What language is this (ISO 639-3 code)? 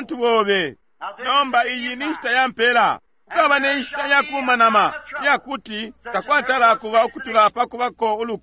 bem